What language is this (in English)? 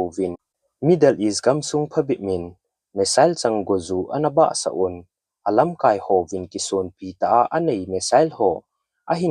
Thado Chin